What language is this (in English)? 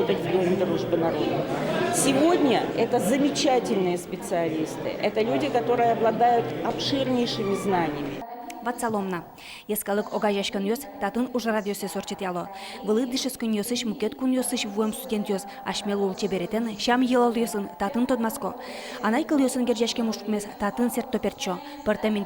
Udmurt